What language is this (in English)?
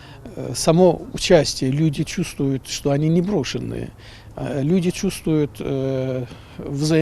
Crimean Tatar